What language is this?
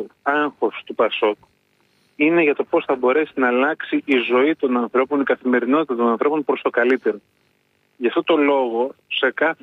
Greek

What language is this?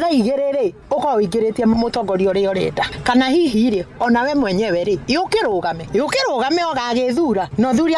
Kikuyu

